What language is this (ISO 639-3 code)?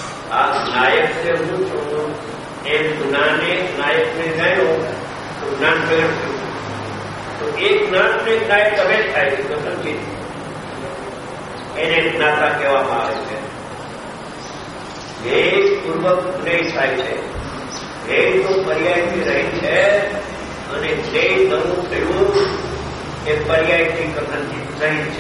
guj